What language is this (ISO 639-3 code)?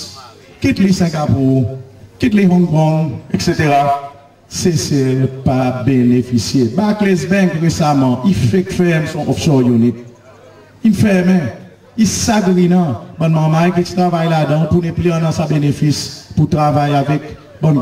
crs